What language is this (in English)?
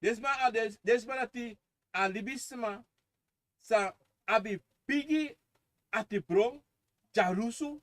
Sranan Tongo